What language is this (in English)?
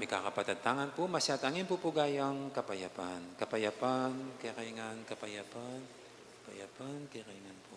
Pampanga